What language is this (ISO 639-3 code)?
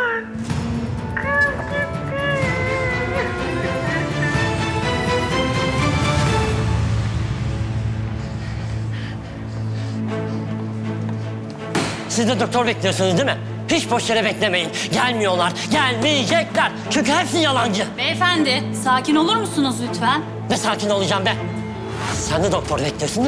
tur